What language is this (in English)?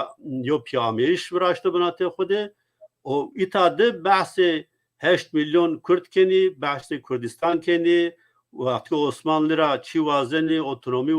Zaza